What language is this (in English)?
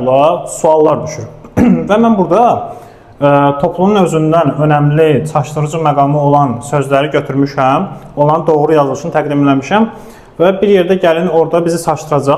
Azerbaijani